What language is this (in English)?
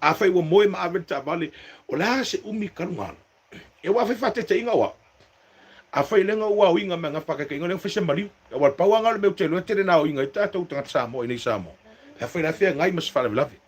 Samoan